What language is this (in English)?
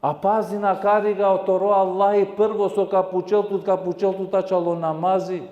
Balkan Romani